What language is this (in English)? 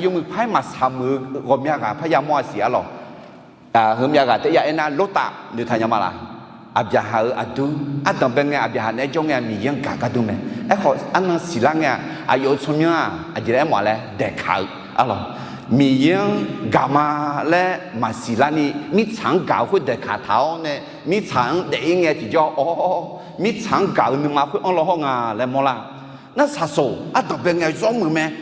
Akha